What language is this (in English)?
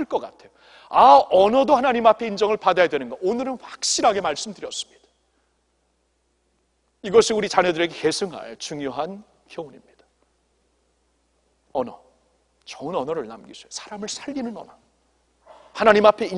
Korean